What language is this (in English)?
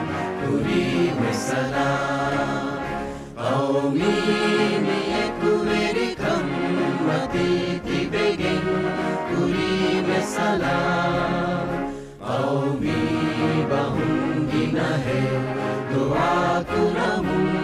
Divehi